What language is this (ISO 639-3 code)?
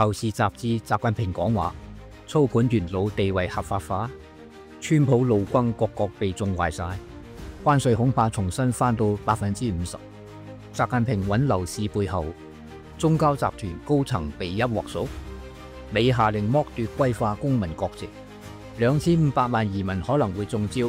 yue